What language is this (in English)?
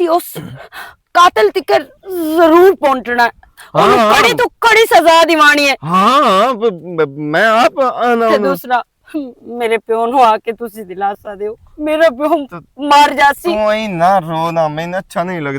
Western Panjabi